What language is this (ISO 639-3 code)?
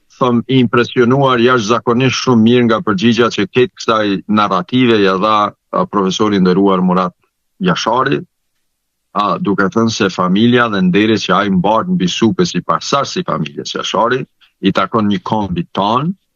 sqi